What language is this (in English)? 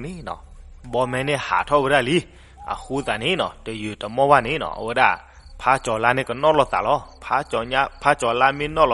S'gaw Karen